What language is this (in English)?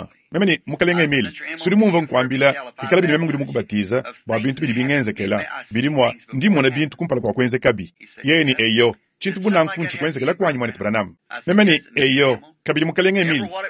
Luba-Lulua